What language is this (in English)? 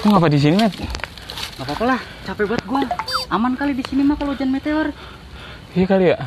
Betawi